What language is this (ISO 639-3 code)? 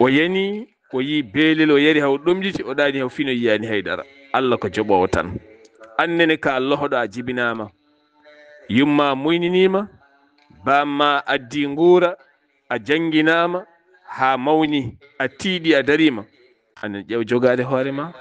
ful